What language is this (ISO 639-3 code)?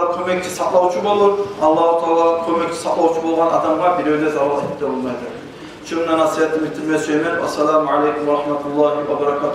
kum